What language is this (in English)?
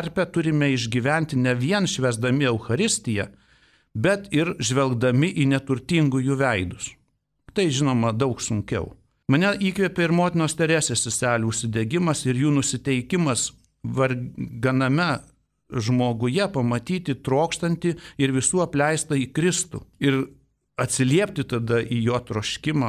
Lithuanian